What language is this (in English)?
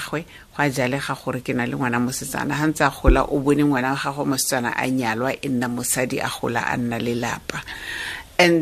Tswana